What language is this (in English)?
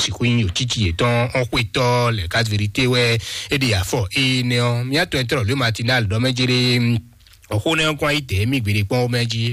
Fon